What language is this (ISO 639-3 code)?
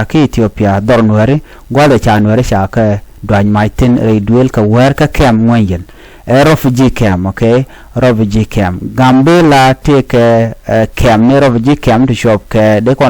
nus